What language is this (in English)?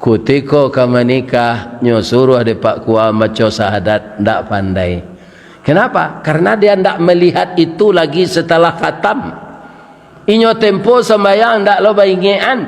Minangkabau